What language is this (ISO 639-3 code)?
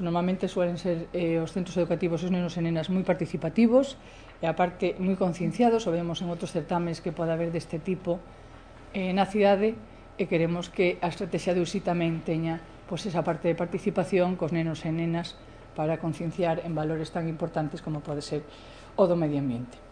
glg